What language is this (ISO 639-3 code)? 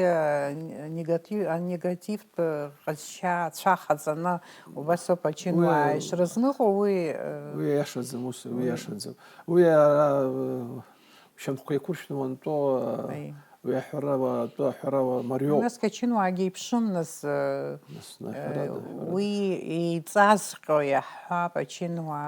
abk